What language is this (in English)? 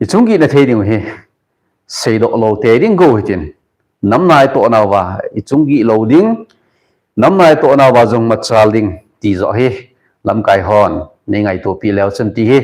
Thado Chin